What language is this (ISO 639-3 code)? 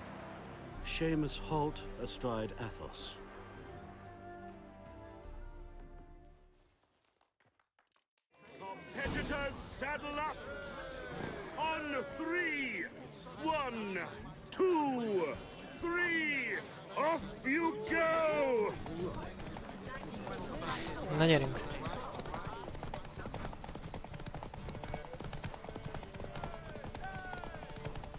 hun